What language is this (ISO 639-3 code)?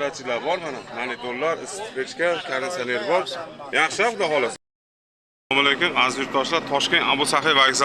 uzb